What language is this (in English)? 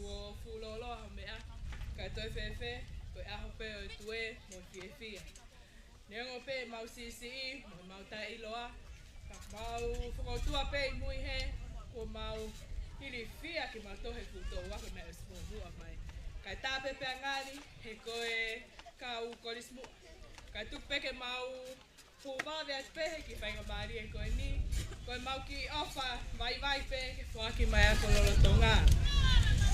Tongan